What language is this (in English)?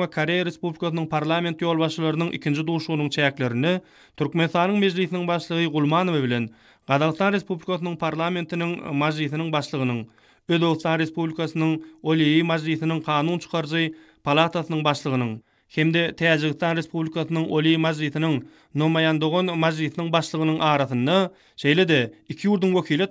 Turkmen